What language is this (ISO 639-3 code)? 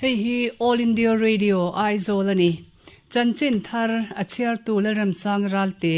lus